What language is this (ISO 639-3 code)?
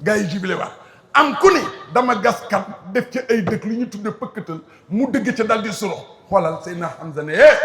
wol